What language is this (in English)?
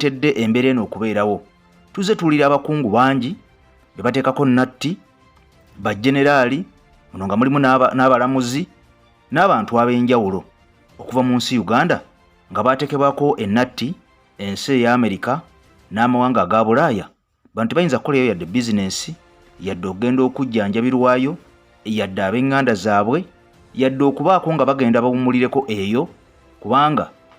Ganda